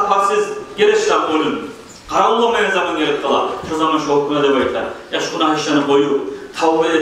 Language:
Kumyk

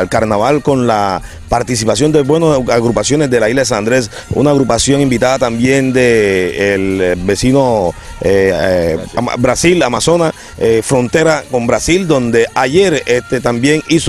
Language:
Spanish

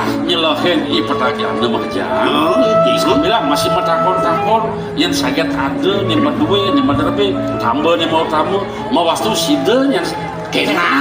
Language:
Balinese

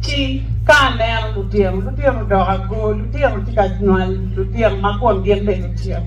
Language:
Acoli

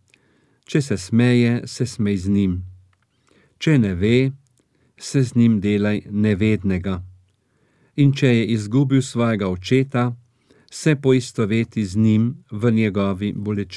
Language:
Slovenian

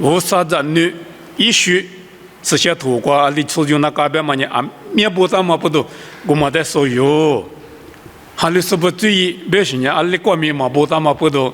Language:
Lisu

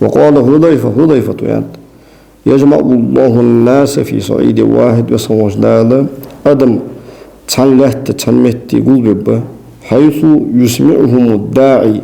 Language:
Ingush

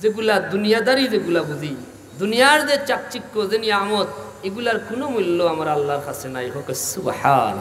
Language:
Sylheti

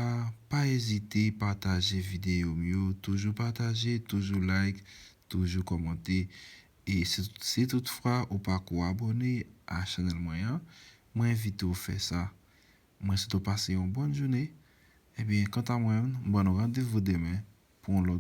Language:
Haitian Creole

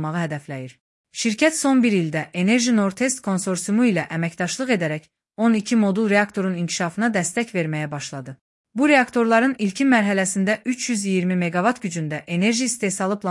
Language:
Azerbaijani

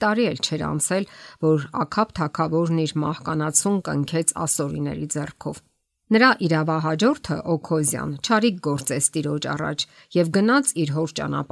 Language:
Armenian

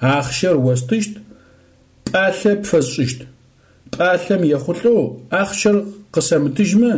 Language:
Adyghe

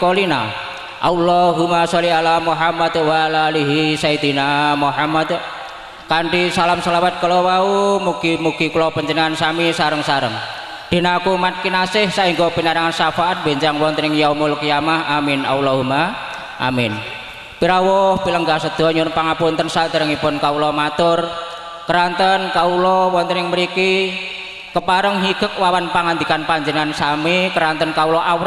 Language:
Javanese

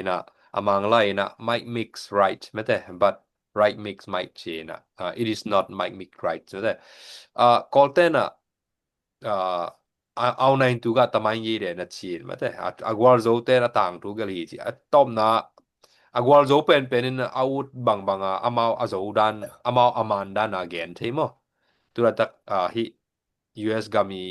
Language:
Tedim Chin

